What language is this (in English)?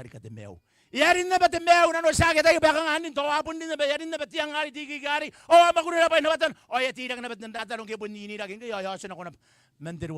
Gilbertese